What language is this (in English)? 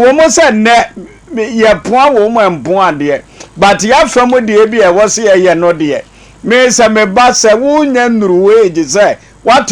Akan